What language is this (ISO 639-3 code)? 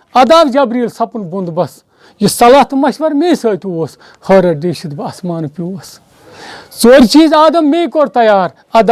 kas